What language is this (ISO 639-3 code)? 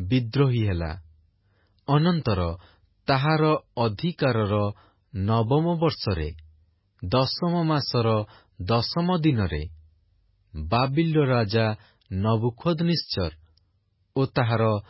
ori